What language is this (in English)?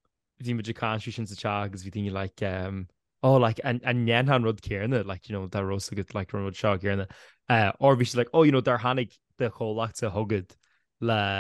Irish